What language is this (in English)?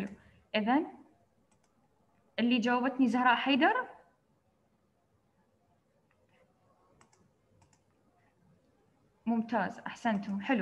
Arabic